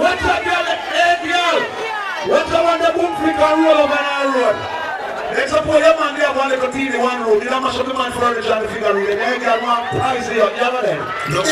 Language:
Jamaican Creole English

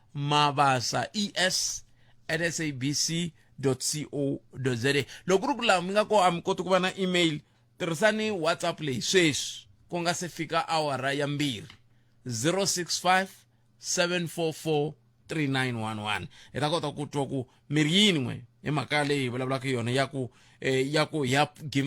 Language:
Tsonga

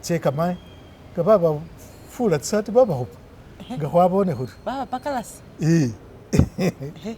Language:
Masaaba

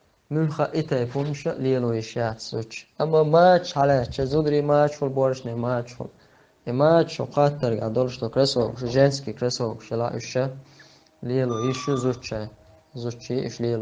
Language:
Chechen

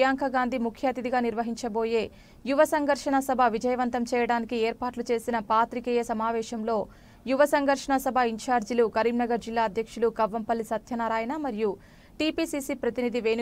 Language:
Telugu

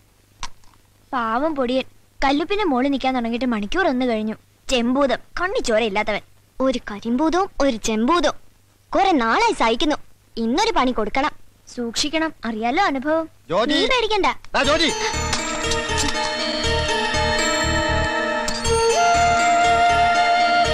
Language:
Malayalam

